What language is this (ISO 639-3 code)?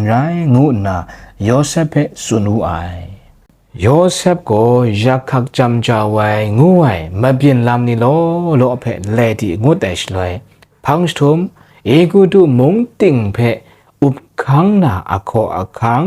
kac